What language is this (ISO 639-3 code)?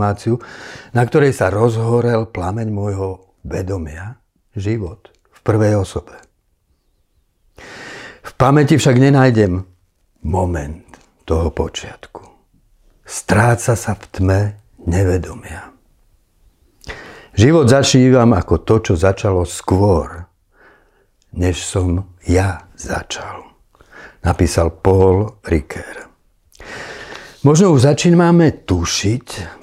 slk